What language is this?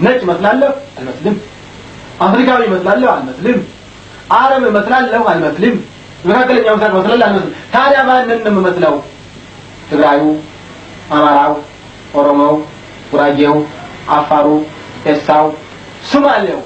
Amharic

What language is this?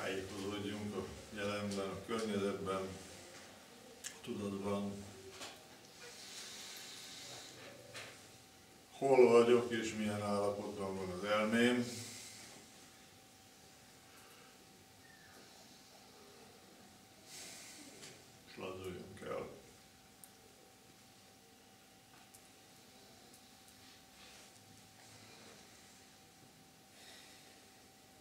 Hungarian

